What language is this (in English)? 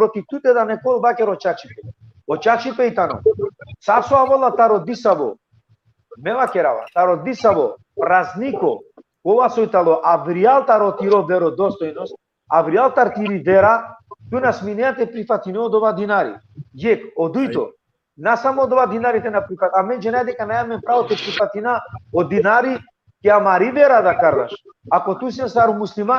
Balkan Romani